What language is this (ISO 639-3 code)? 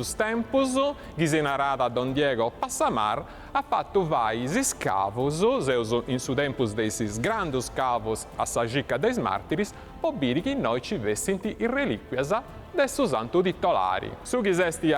srd